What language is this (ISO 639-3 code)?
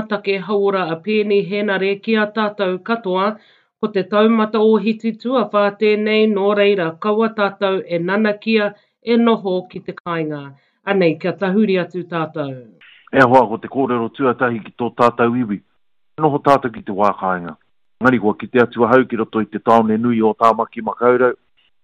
mri